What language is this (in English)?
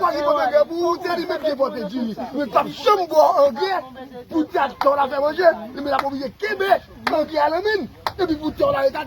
Haitian Creole